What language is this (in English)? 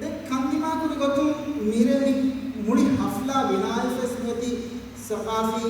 Divehi